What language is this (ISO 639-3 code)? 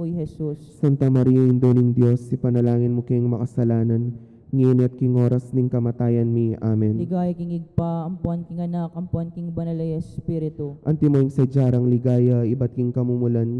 pam